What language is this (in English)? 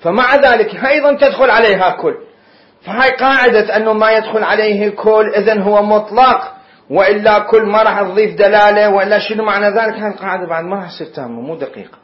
Mesopotamian Arabic